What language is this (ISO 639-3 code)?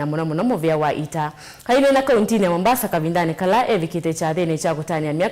kam